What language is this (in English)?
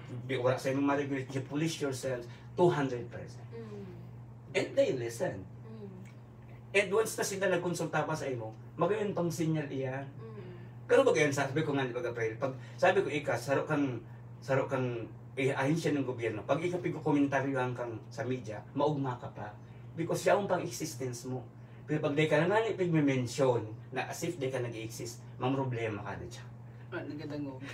Bikol